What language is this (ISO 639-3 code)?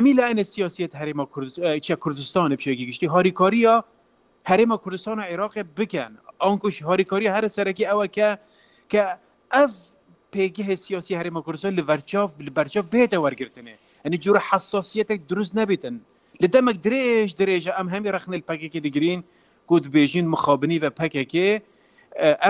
kur